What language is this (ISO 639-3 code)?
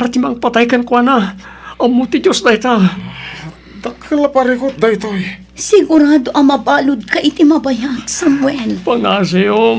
ilo